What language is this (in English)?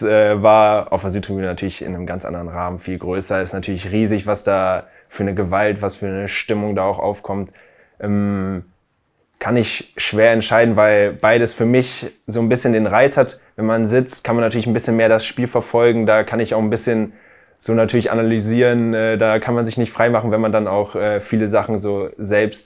German